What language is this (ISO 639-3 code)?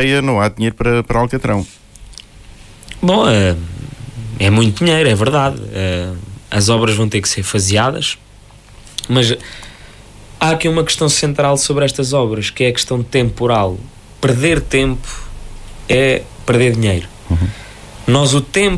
por